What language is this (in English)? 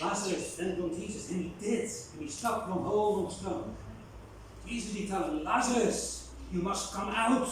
Bislama